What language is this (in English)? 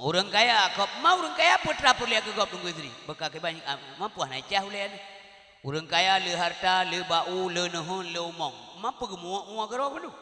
Achinese